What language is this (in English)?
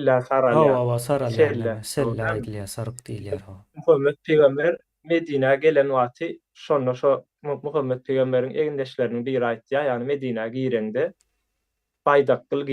Turkmen